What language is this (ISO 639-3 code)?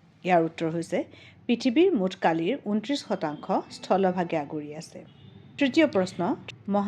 asm